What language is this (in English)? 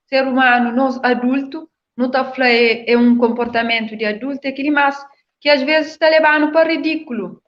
Kabuverdianu